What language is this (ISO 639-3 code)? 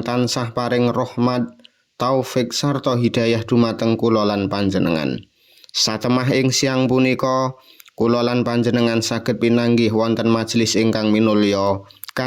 jav